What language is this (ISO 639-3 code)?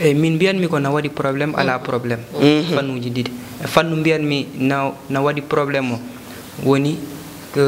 ful